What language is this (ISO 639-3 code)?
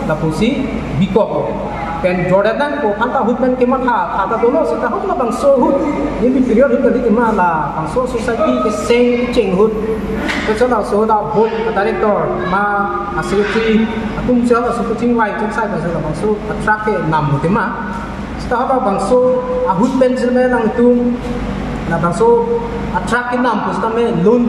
mjw